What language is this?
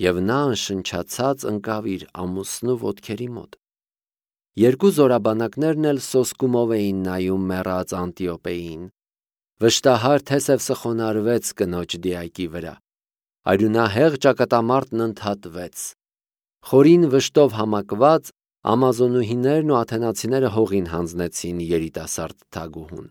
Armenian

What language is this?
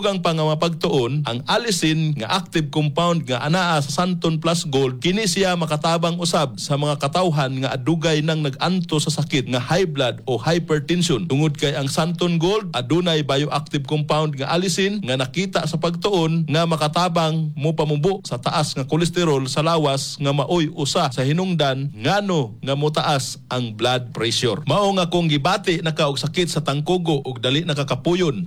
Cebuano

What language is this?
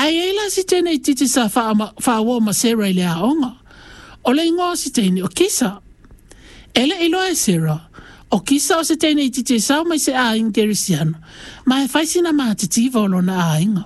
Samoan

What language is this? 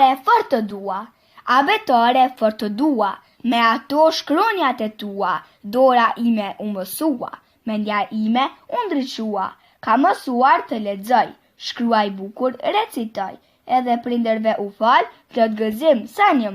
Albanian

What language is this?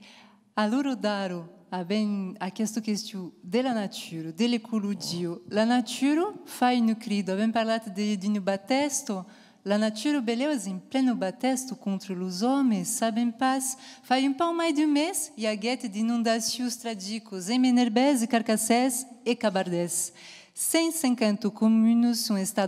Occitan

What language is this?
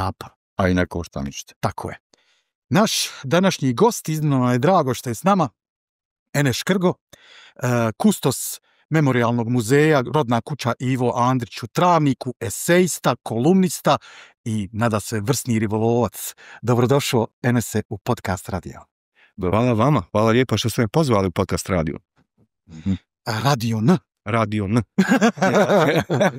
Bosnian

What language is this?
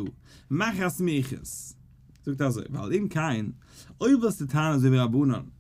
Yiddish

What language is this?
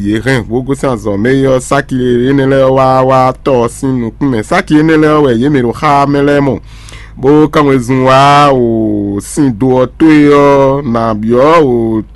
Fon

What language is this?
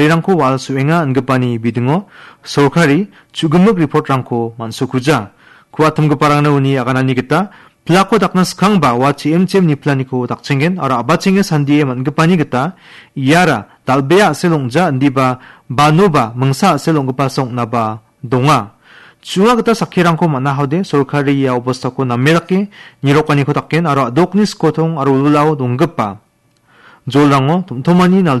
Garo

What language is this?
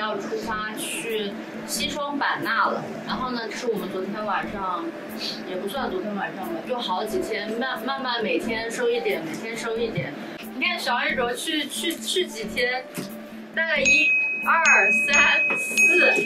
Chinese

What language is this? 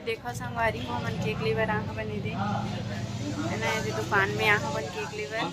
Chhattisgarhi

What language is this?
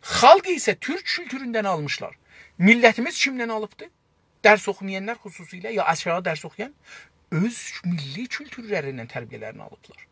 South Azerbaijani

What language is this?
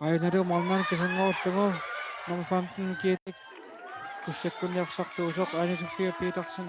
Kalaallisut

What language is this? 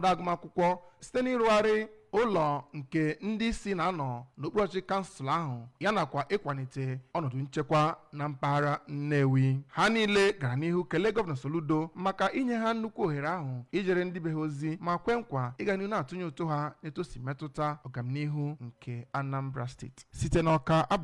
Igbo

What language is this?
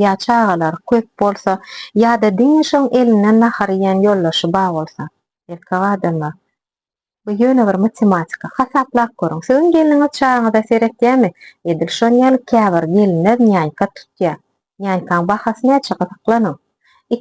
Turkmen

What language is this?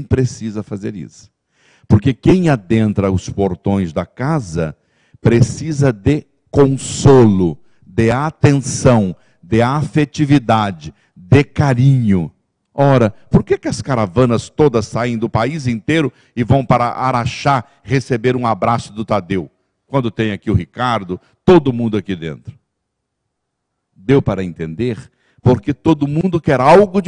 Portuguese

